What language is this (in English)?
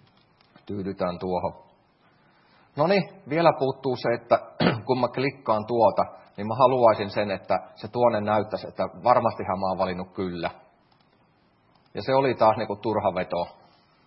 Finnish